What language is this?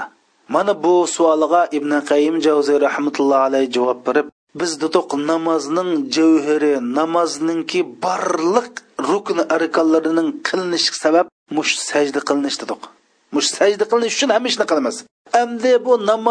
Uyghur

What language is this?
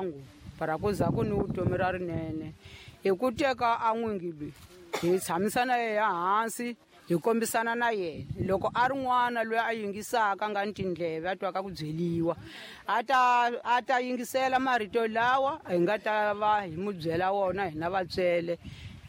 Tsonga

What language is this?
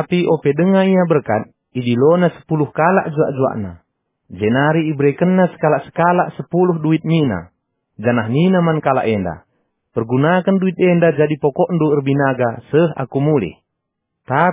Batak Karo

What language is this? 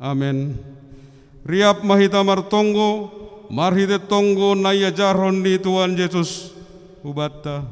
Batak Simalungun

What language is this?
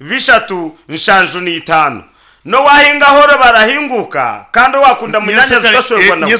Nyankole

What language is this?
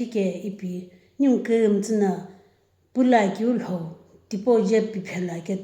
Sumi Naga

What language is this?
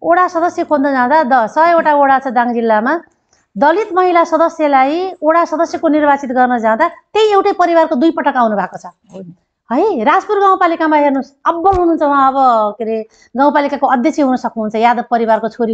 Nepali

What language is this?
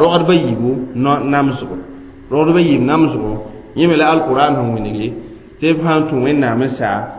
Mossi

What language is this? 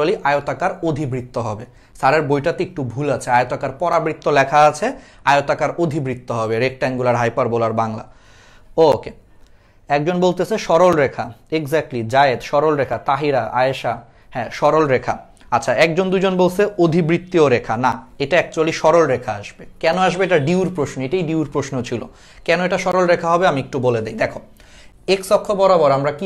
Bangla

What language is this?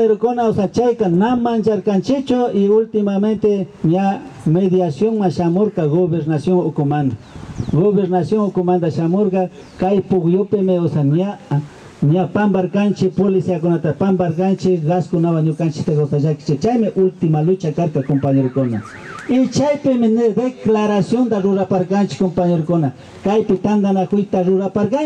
Imbabura Highland Quichua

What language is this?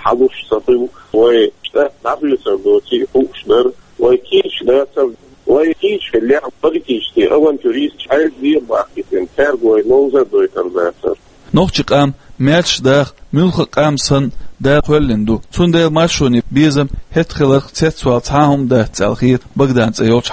Chechen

